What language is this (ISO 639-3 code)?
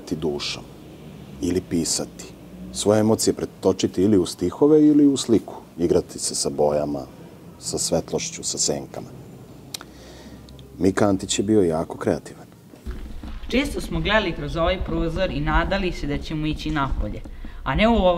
srp